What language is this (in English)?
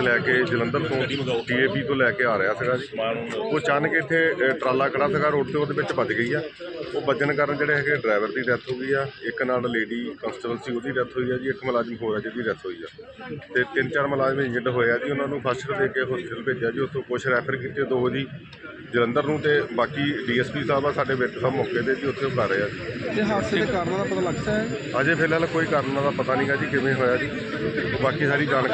Punjabi